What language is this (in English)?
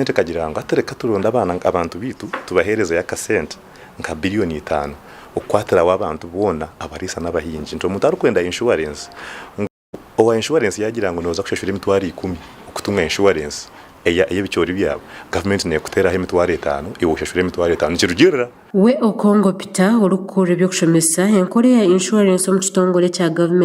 Nyankole